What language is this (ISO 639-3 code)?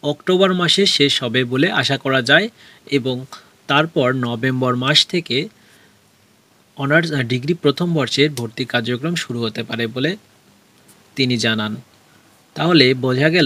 ben